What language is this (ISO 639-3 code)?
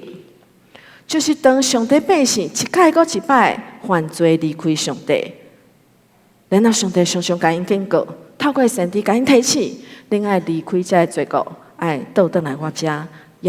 nan